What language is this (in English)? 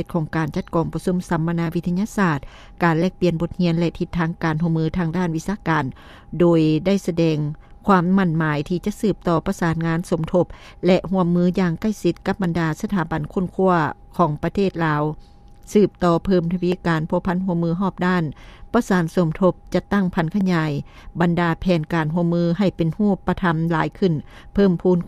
Lao